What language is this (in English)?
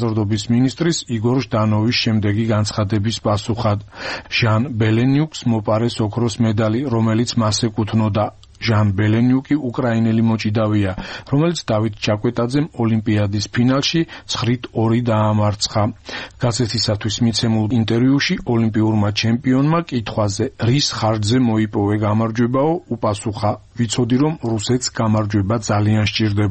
Georgian